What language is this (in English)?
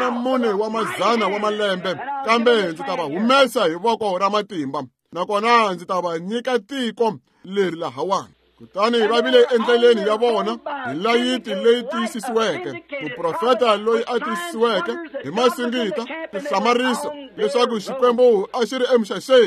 Tsonga